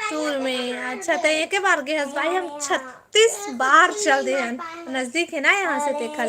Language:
Chhattisgarhi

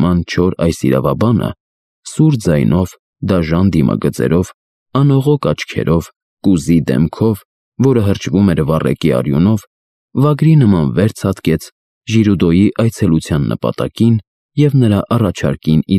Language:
Armenian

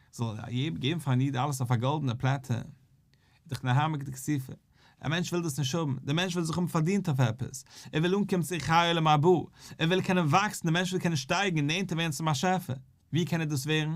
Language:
Yiddish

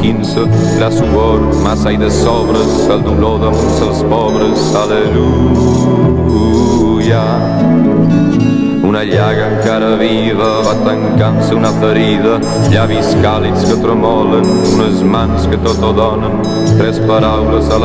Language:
Catalan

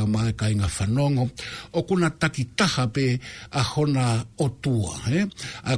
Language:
Tongan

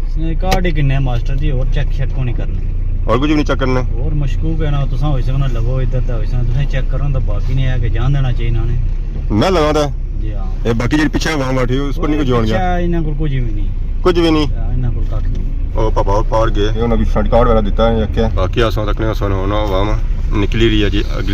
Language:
Pahari-Potwari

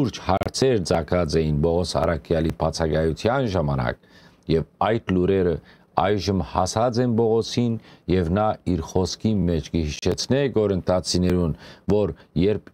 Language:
Western Armenian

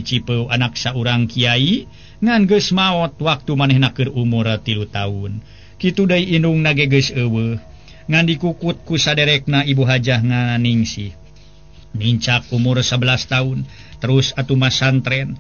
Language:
Sundanese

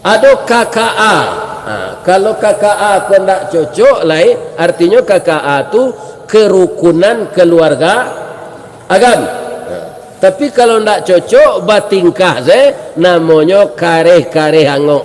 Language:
Minangkabau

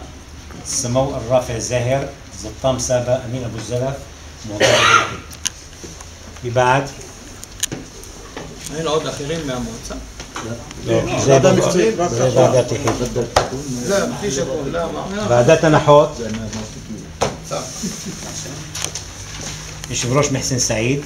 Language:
Hebrew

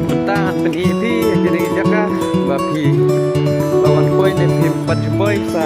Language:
Khasi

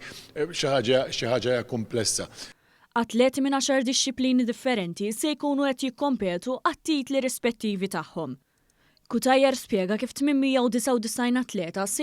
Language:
Maltese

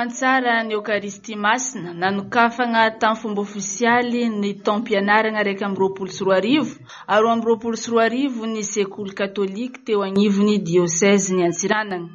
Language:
Malagasy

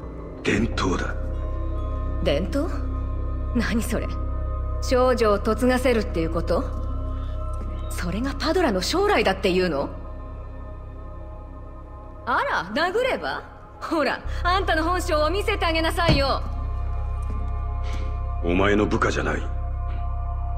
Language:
Japanese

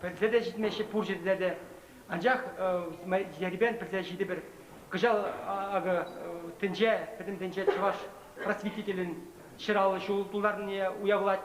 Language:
Chuvash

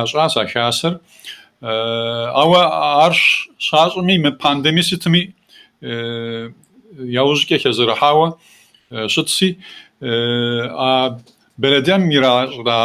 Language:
Kabardian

